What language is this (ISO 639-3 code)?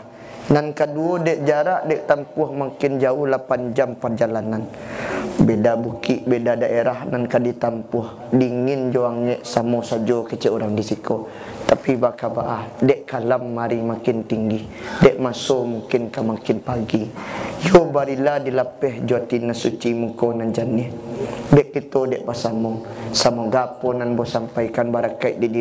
min